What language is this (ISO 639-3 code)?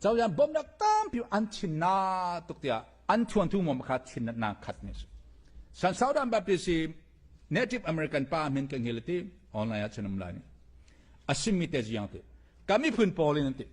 cfm